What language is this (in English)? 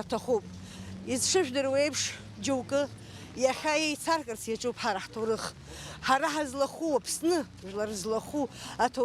Abkhazian